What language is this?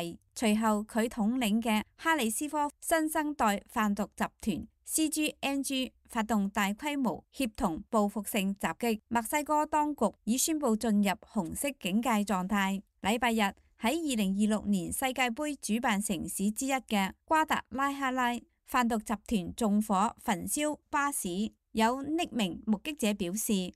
Cantonese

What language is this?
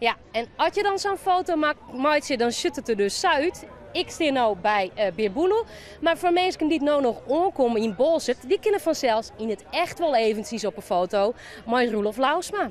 Western Frisian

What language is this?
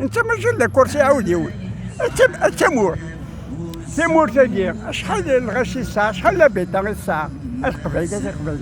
Algerian Arabic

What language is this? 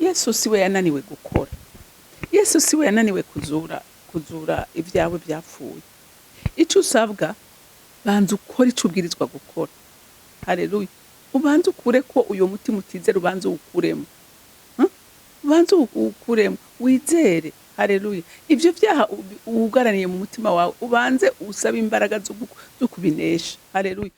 Rundi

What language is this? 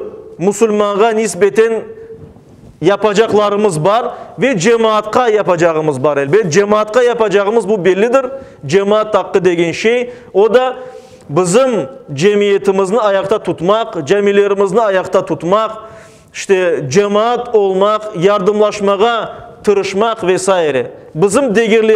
Crimean Tatar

